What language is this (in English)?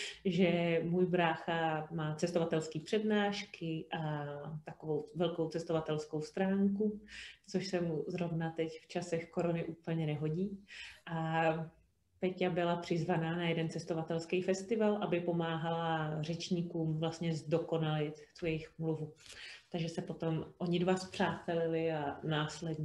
Czech